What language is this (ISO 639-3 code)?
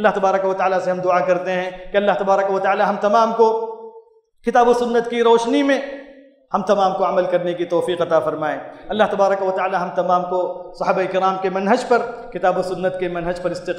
urd